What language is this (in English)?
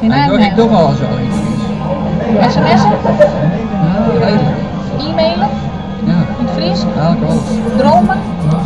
Western Frisian